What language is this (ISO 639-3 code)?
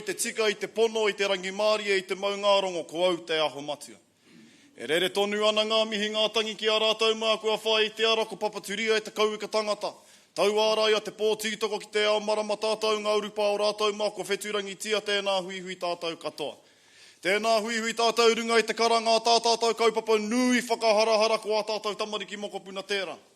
mri